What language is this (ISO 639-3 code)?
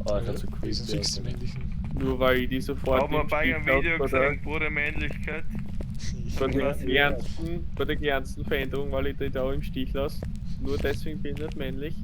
bar